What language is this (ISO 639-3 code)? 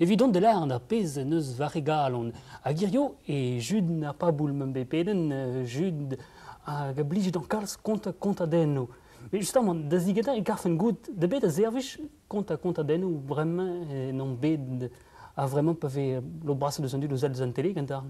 bre